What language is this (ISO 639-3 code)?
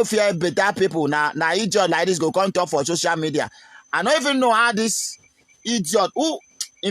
pcm